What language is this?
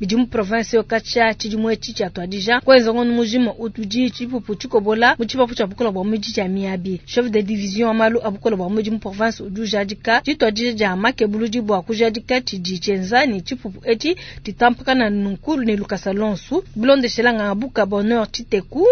Luba-Lulua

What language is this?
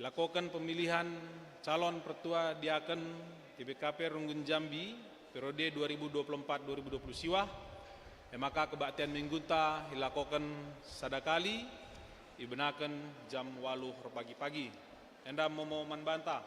Batak Karo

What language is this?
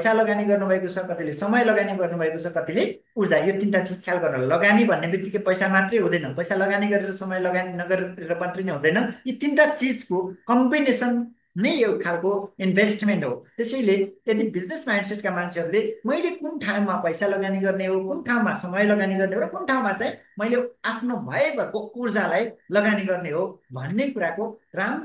Nepali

